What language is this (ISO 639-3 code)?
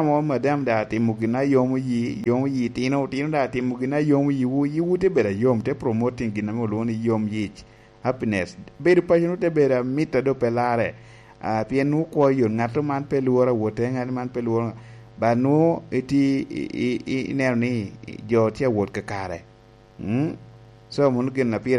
laj